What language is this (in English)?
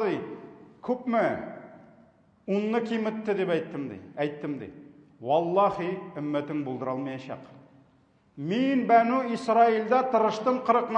Tatar